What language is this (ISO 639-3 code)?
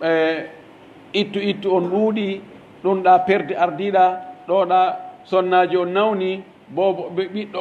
fuf